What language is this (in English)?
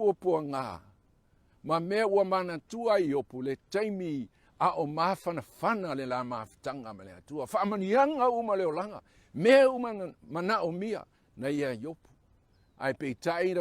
Samoan